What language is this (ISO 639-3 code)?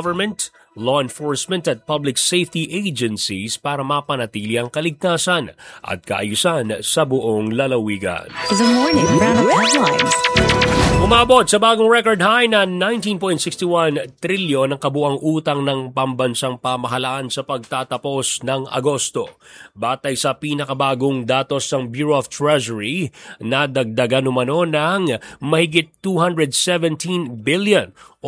fil